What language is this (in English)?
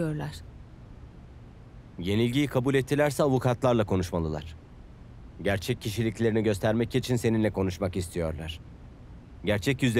Turkish